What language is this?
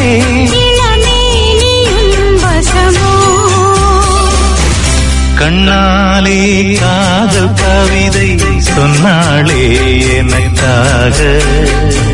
Tamil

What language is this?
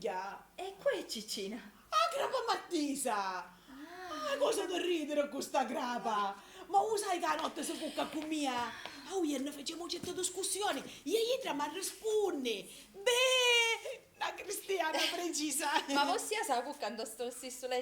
Sicilian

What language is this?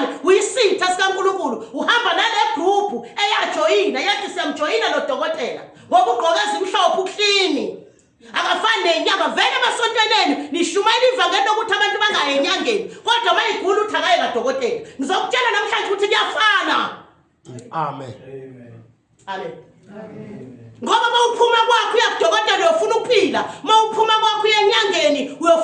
Zulu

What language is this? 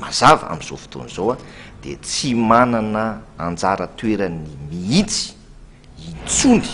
Malagasy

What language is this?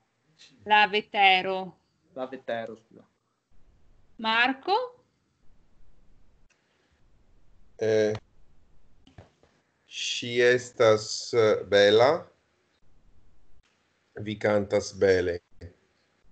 Italian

